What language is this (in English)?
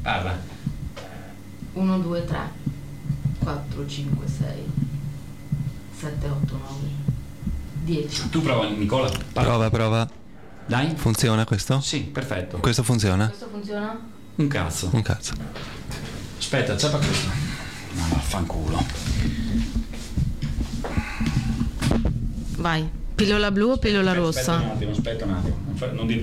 Italian